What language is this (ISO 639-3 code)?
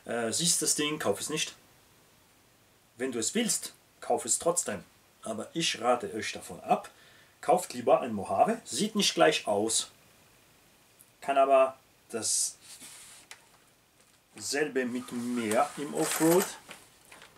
deu